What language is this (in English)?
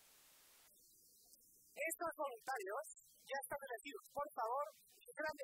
Spanish